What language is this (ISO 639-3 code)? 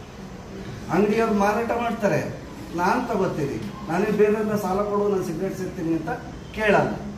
kan